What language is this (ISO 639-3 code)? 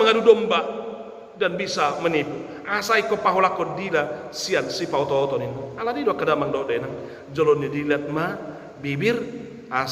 bbc